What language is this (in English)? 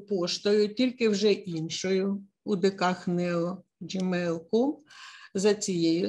Ukrainian